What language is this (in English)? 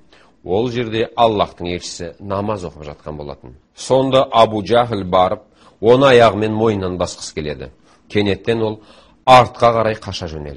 Kazakh